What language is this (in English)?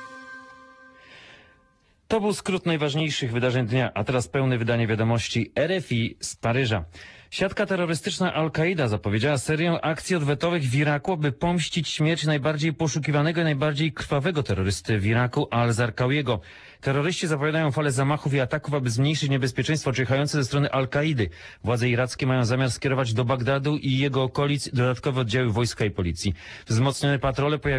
Polish